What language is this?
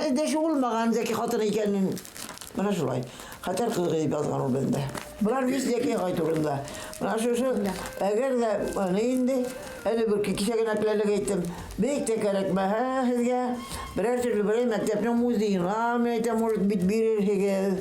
Bashkir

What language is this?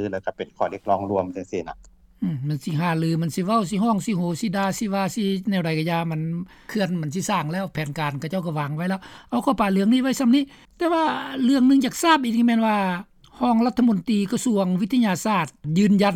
Lao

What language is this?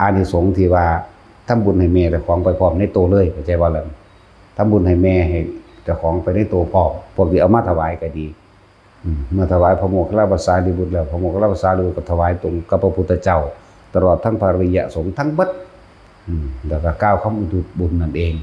Lao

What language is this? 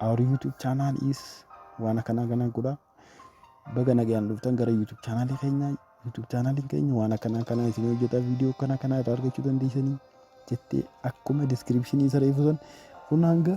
Oromo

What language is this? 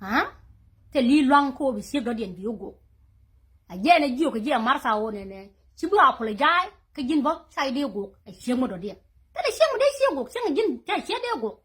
Nuer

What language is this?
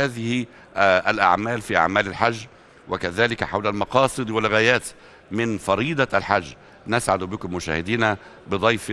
Arabic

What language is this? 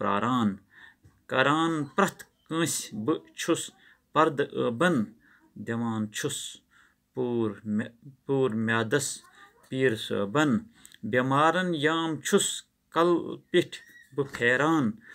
Kashmiri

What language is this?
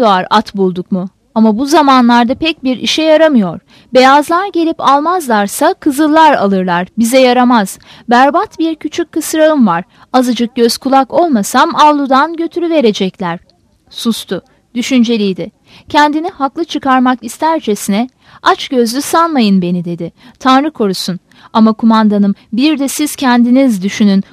Turkish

